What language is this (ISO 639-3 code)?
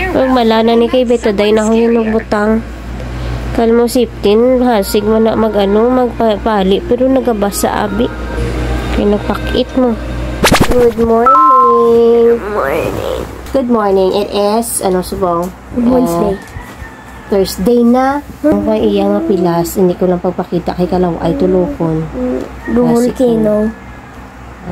hil